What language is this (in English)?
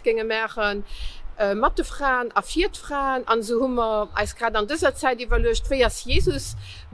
Luxembourgish